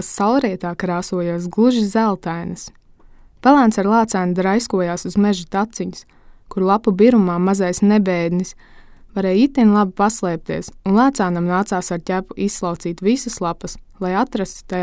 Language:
Latvian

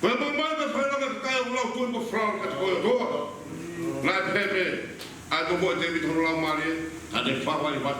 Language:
Tongan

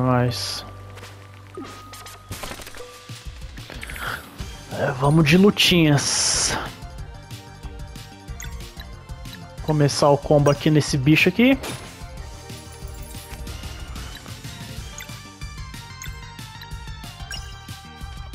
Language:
Portuguese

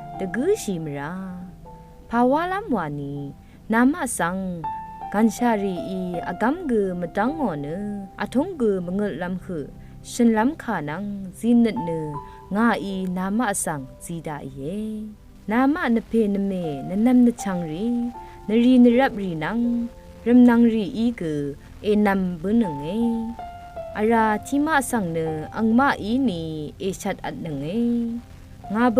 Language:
Rawang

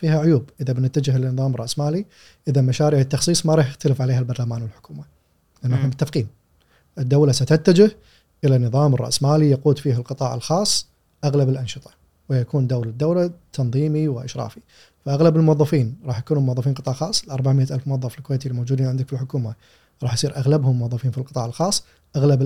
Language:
Gulf Arabic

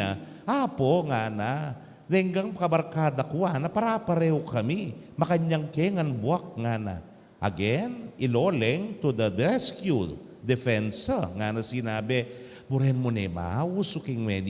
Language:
Pampanga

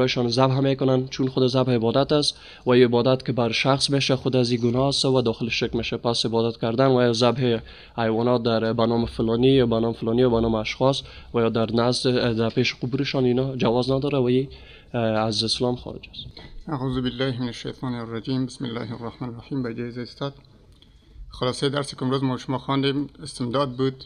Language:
Persian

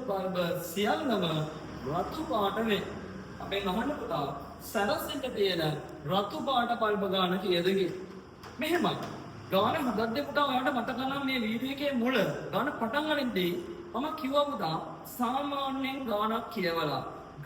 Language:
Sinhala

